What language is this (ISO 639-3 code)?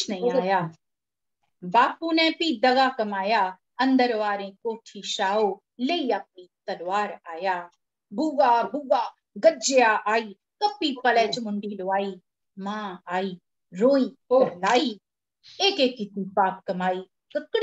doi